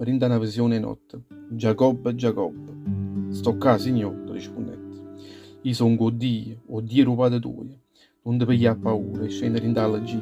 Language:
Neapolitan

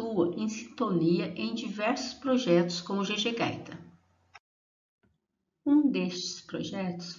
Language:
Portuguese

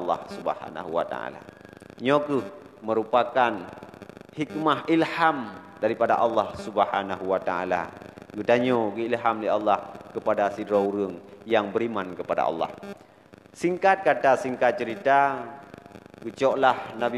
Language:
Achinese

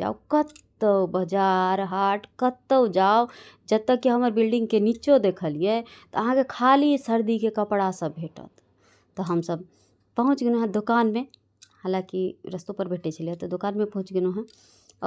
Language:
Maithili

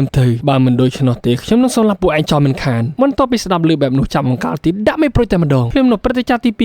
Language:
Khmer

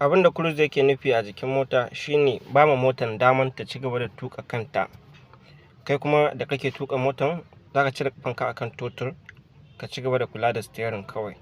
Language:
Hausa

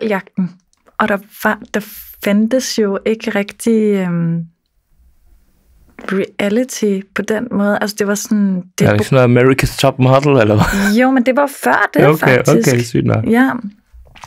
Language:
Danish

